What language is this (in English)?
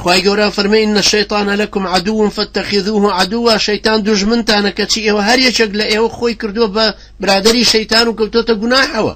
Central Kurdish